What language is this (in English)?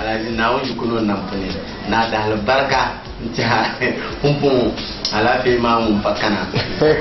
Dagbani